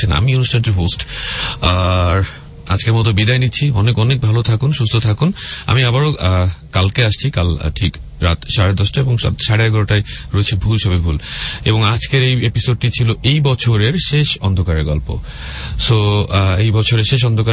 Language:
Bangla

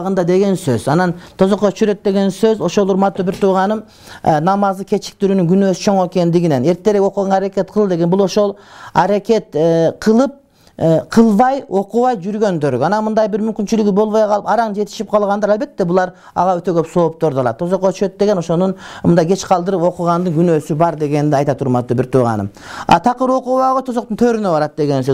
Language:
Kyrgyz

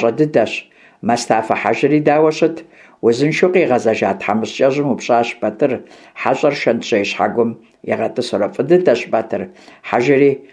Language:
Kabardian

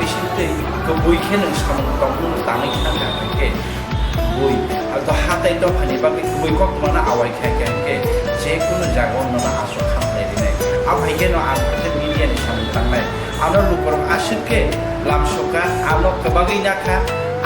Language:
Kok Borok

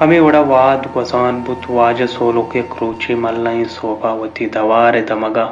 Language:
Baluchi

